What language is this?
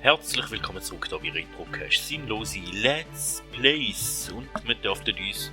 Swiss German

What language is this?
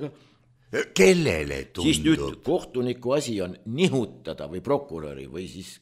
Estonian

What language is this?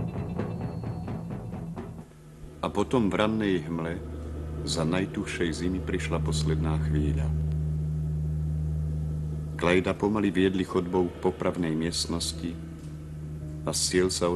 Slovak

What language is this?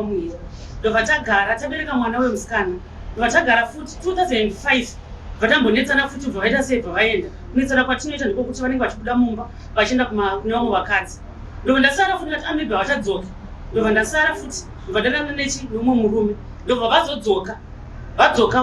Shona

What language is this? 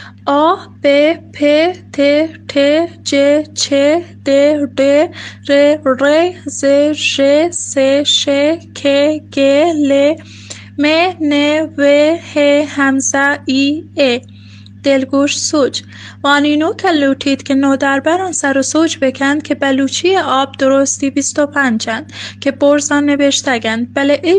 Baluchi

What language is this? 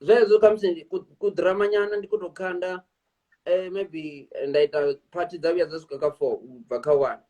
Venda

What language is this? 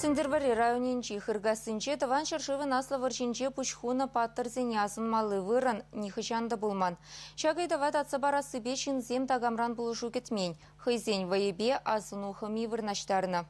Chuvash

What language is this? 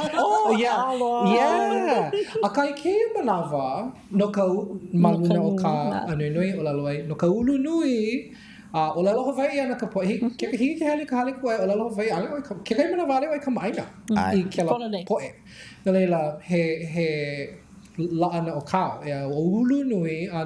Hawaiian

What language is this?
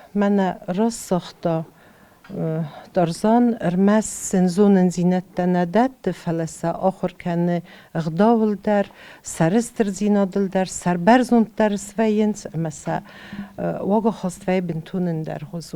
Ossetic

